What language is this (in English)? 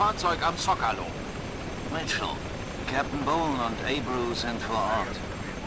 Bavarian